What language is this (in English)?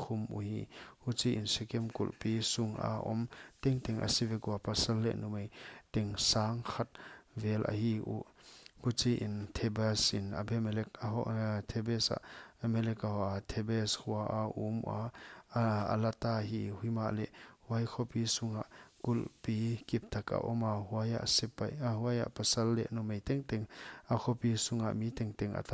Paite Chin